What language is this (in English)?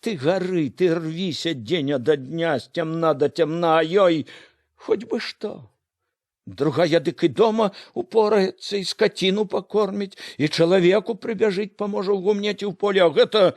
Belarusian